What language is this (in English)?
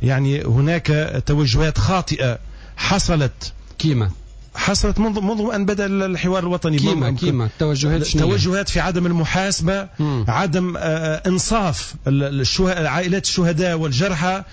Tunisian Arabic